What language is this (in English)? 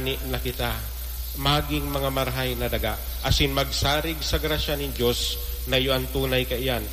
Bikol